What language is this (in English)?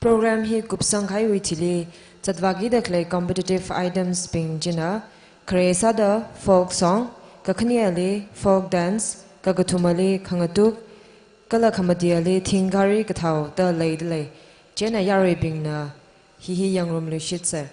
Tangkhul Naga (India)